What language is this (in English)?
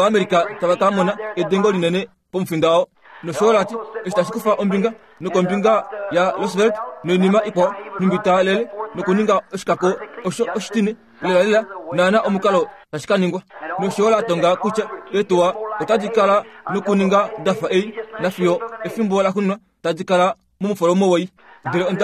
Kuanyama